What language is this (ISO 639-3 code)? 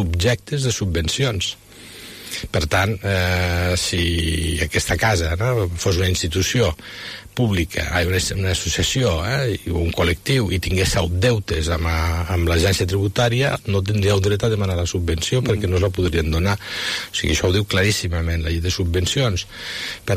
cat